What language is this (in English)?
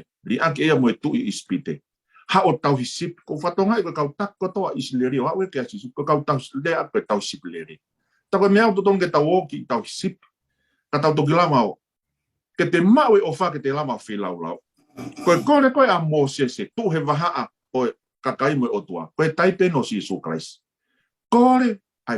Tongan